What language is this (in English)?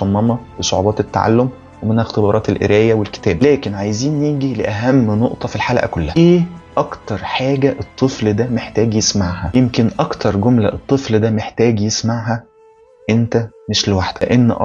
Egyptian Arabic